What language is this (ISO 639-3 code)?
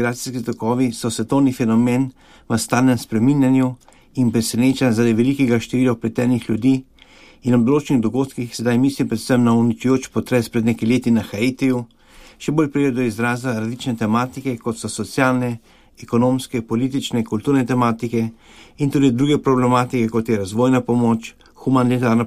slv